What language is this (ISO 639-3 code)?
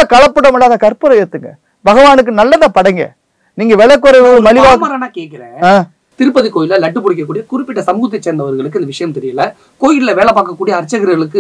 tam